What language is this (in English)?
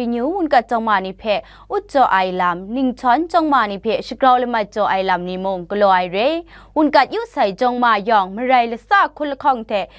Kachin